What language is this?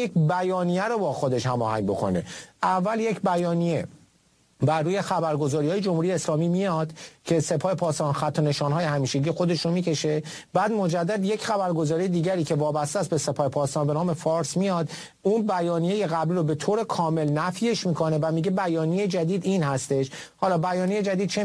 Persian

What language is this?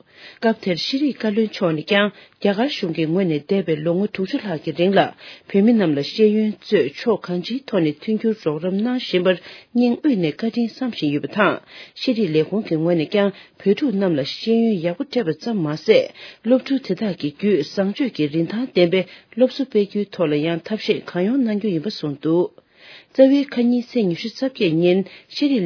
Tibetan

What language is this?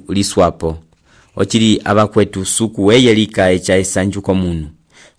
Umbundu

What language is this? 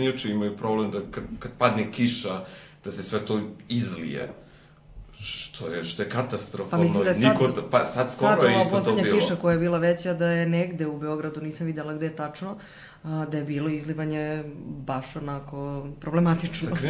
Serbian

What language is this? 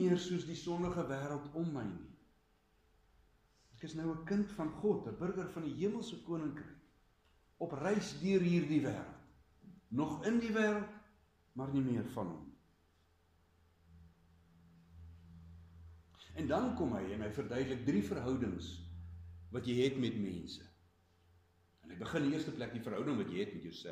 Afrikaans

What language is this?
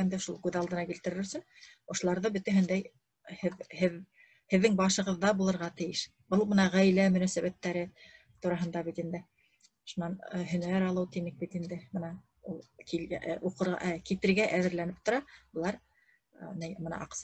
Bashkir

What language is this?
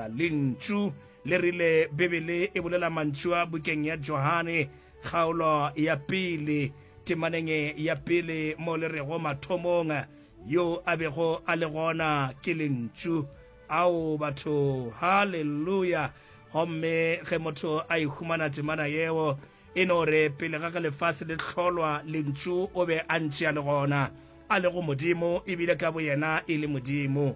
Northern Sotho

